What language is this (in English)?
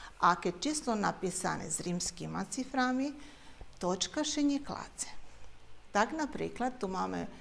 Rusyn